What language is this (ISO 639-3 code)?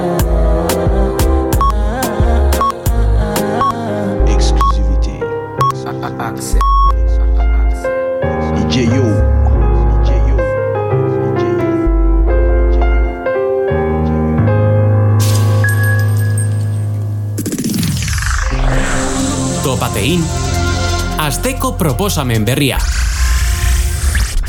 eus